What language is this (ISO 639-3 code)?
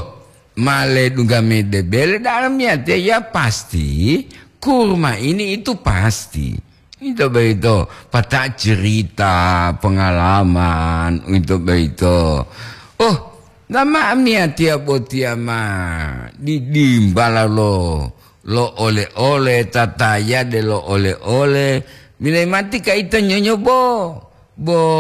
gor